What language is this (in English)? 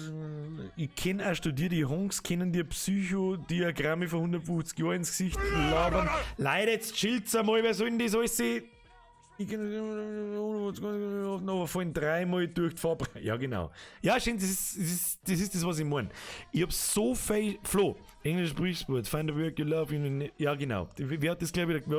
Bavarian